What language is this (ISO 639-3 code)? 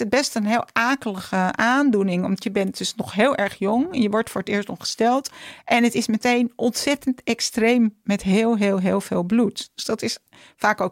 nld